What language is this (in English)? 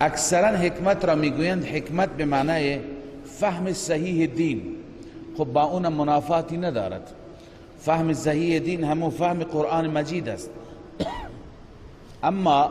Persian